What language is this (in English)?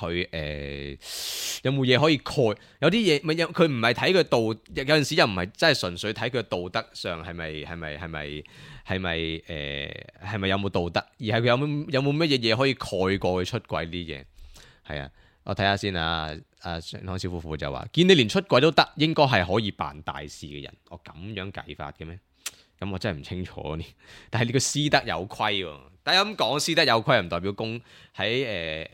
Cantonese